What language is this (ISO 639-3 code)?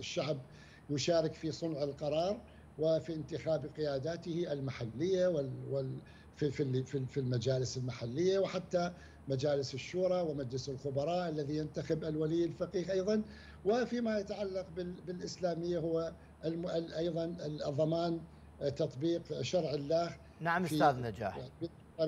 ara